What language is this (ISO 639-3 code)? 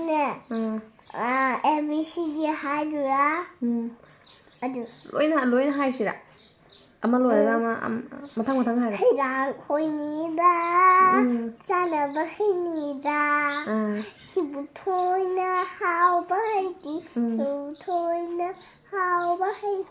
mni